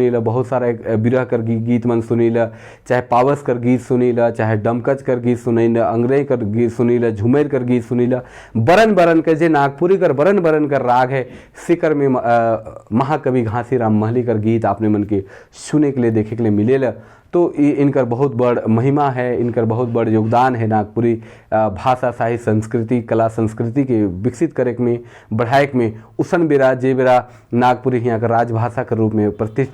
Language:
Sadri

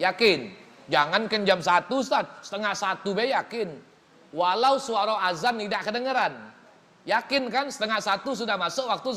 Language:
Musi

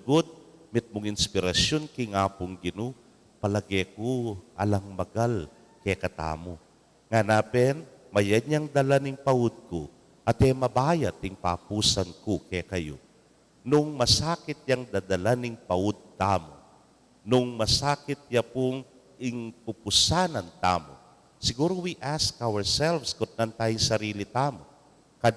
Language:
Pampanga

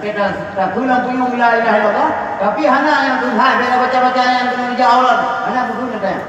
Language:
Achinese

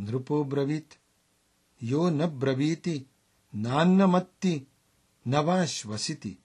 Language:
Sanskrit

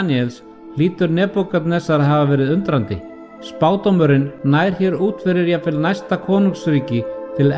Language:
Icelandic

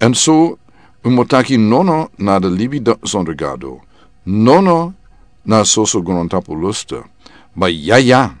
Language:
Sranan Tongo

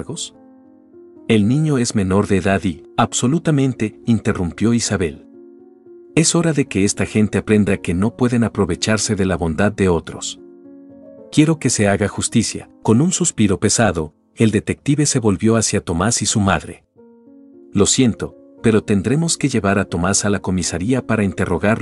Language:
Spanish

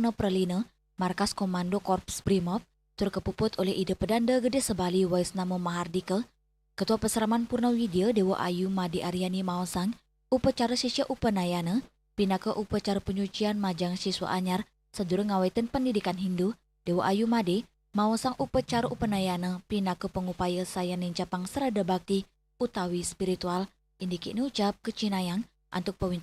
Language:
Balinese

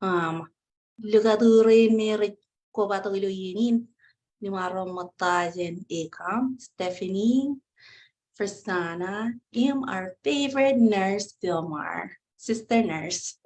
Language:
Marshallese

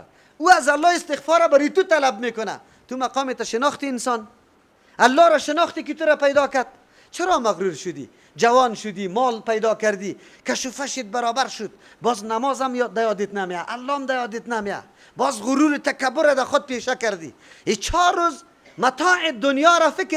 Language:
Persian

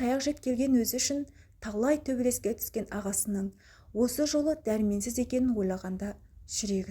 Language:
Kazakh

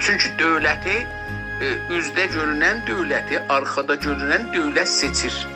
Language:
South Azerbaijani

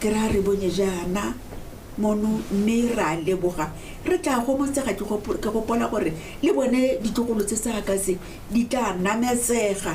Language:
Tswana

